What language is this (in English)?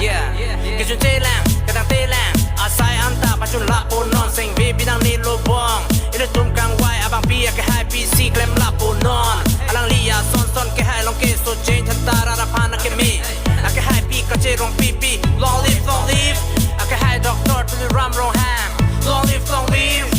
Karbi